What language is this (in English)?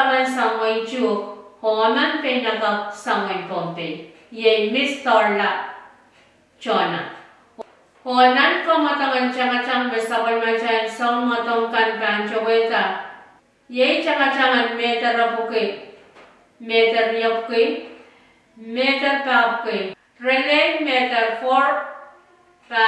Pohnpeian